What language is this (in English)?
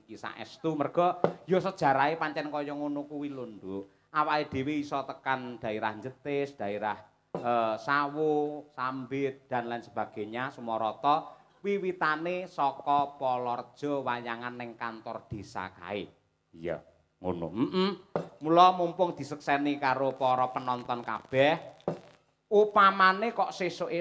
Javanese